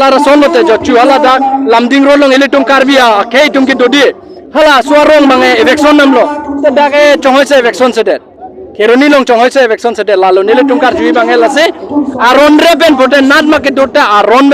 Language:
Karbi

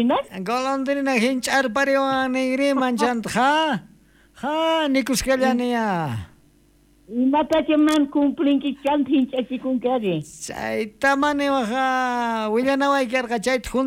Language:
South Bolivian Quechua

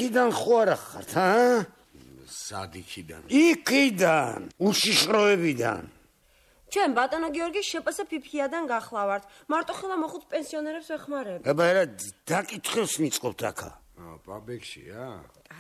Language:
Georgian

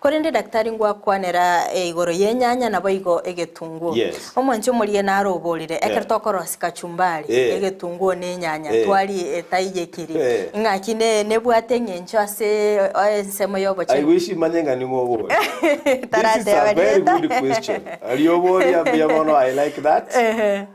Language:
Gusii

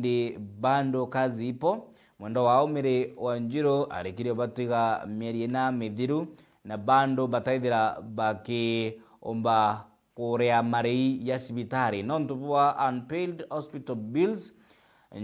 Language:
Meru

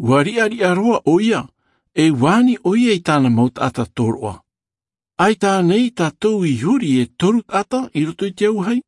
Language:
Tahitian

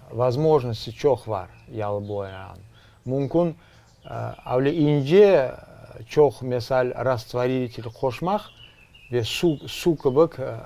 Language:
Crimean Tatar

